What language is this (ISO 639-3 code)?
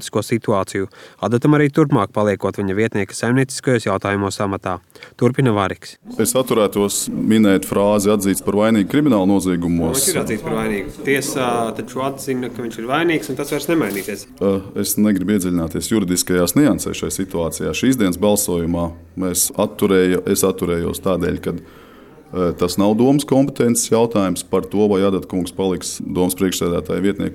lav